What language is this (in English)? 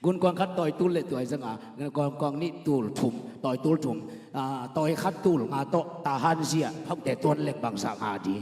Tedim Chin